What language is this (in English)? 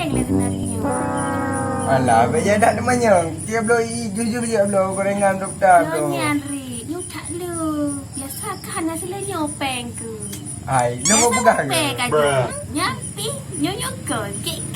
Achinese